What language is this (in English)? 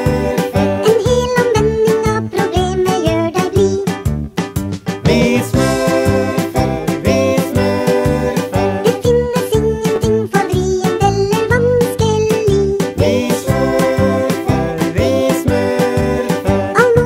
Norwegian